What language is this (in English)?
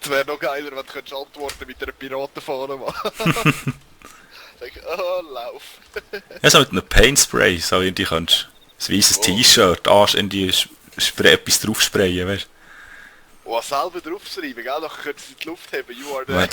Swiss German